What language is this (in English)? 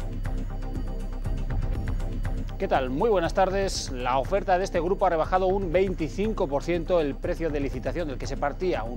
Spanish